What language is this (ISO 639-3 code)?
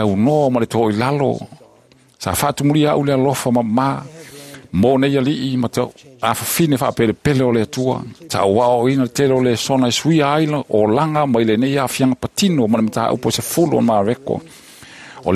smo